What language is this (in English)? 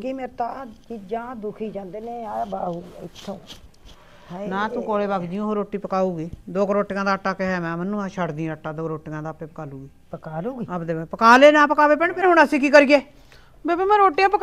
Punjabi